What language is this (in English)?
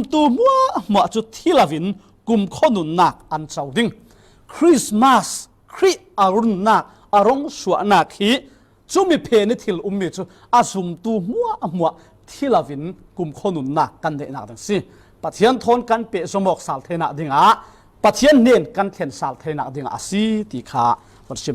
Falam Chin